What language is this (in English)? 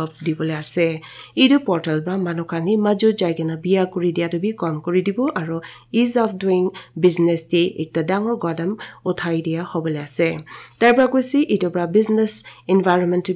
Naga Pidgin